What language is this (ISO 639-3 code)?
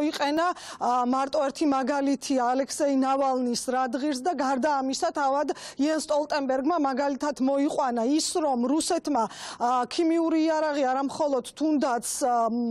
kat